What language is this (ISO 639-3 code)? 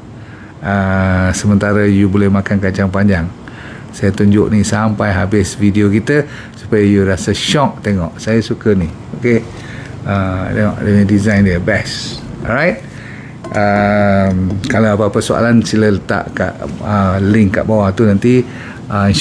msa